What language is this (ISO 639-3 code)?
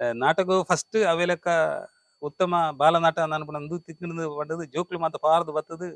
tcy